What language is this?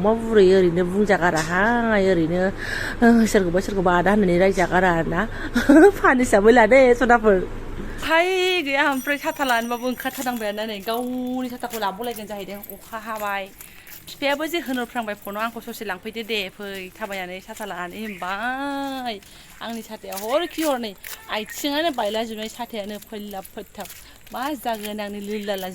Bodo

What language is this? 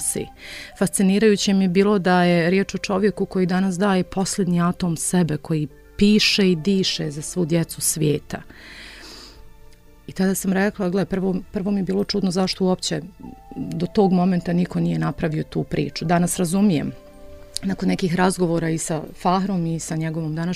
Bosnian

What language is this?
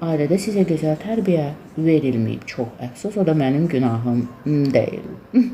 Azerbaijani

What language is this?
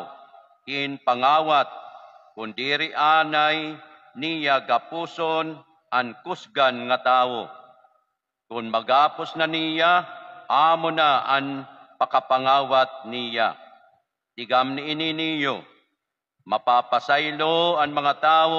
Waray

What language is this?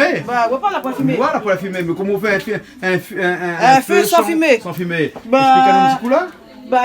Réunion Creole French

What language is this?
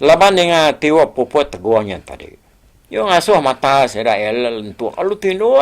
Iban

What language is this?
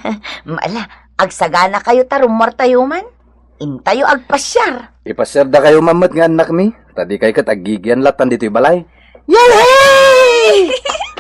Iloko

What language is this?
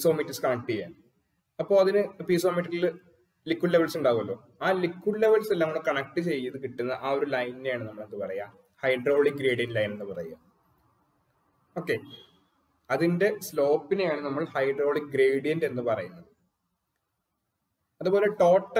Malayalam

